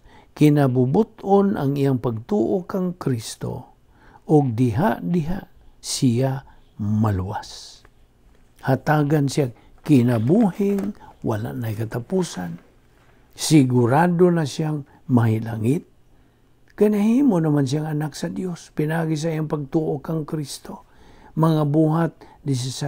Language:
Cebuano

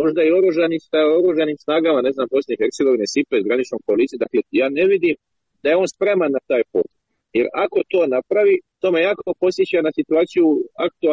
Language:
Croatian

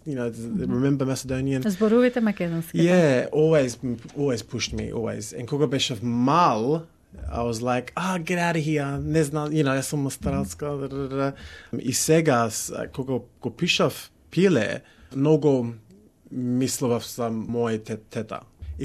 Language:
Macedonian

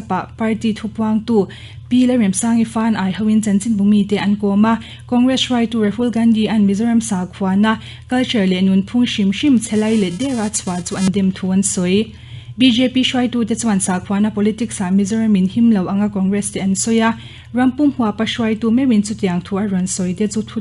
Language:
Mizo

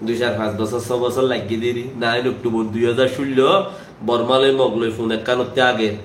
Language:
Rohingya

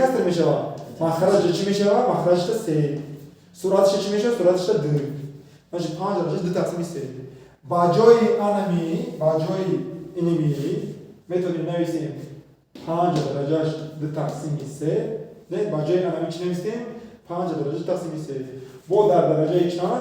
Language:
Tajik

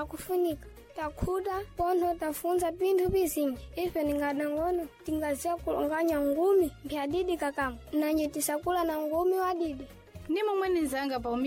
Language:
Sena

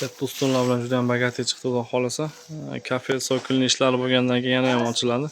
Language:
Uzbek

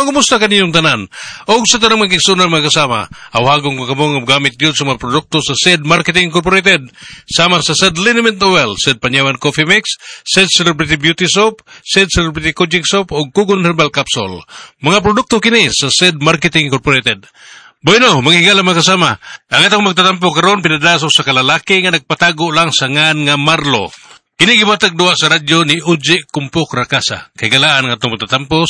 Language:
Cebuano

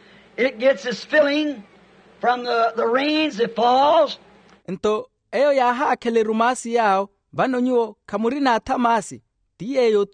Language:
Makhuwa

